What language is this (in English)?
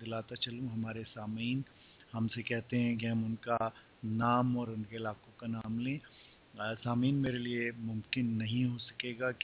Urdu